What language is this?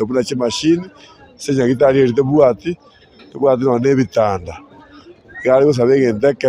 Gusii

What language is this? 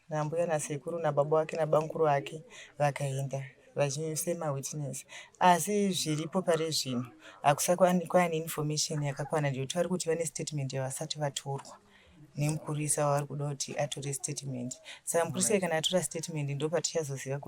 Shona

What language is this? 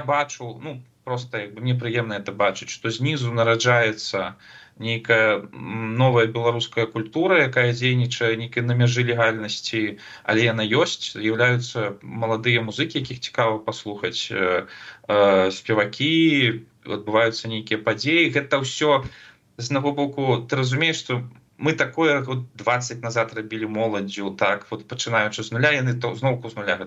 Belarusian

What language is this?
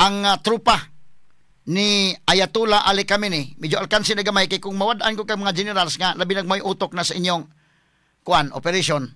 Cebuano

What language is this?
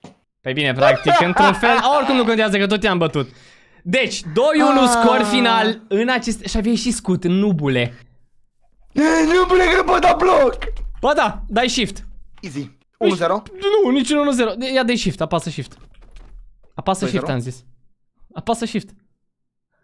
Romanian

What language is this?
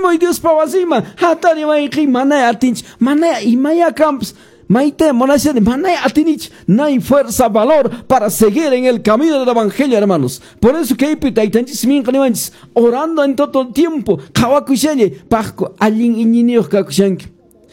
Quechua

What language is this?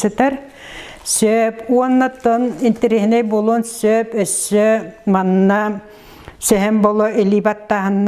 Yakut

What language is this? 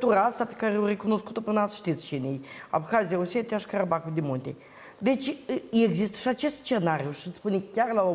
Romanian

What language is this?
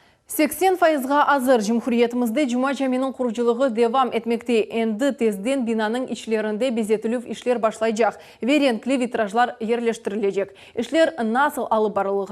Crimean Tatar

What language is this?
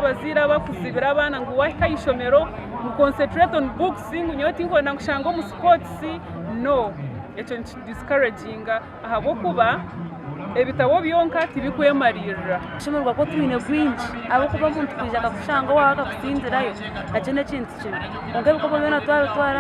Nyankole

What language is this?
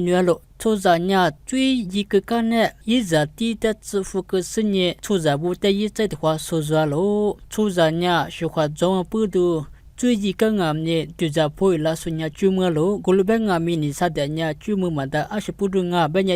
Lisu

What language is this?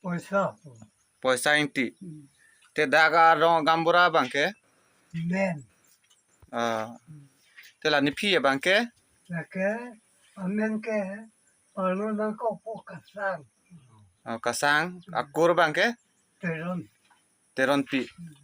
Karbi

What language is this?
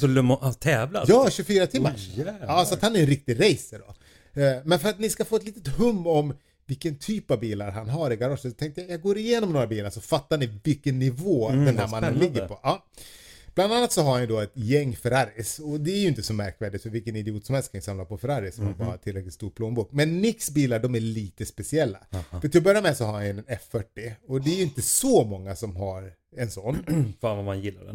Swedish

